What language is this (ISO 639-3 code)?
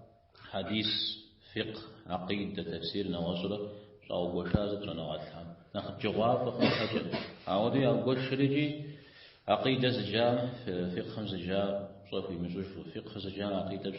kbd